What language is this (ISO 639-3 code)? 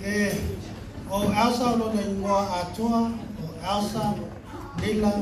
smo